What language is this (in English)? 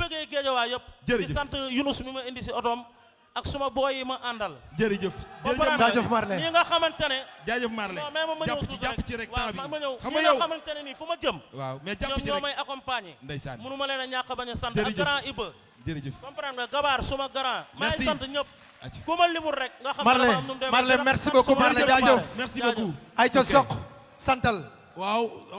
Wolof